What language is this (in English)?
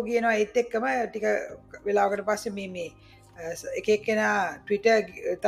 Sinhala